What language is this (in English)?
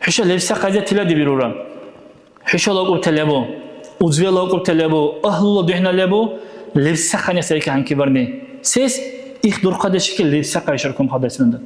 Dargwa